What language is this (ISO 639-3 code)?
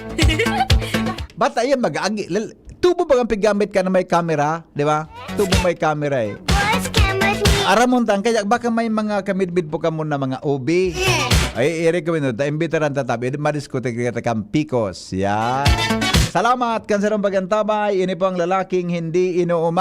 bik